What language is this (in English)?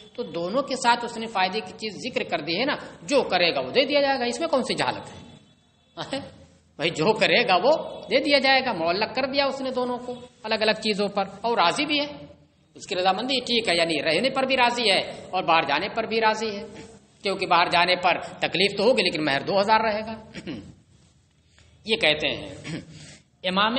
Urdu